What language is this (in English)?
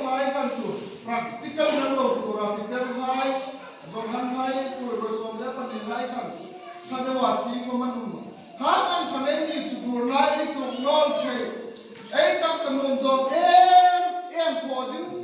Hmar